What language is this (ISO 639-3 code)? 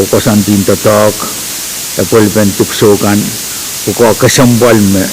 pon